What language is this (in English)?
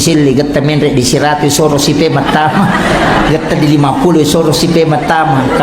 Buginese